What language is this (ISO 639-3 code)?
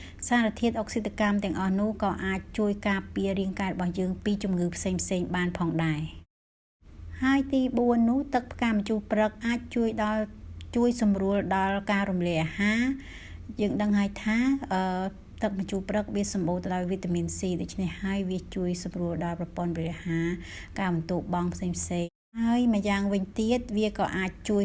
khm